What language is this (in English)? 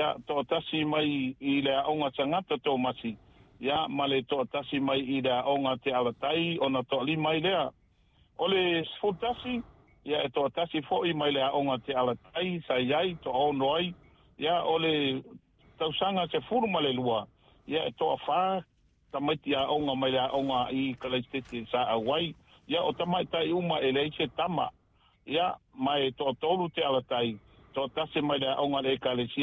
Samoan